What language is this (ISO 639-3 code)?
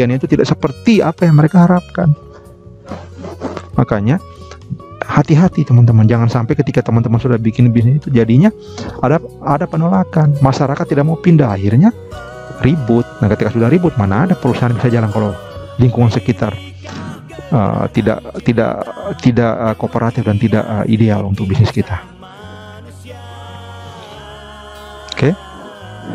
ind